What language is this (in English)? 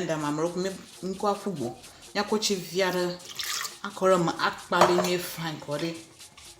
Ewe